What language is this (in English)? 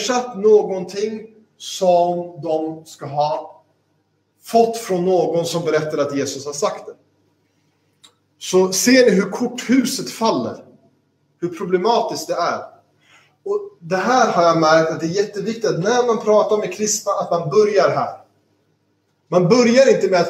Swedish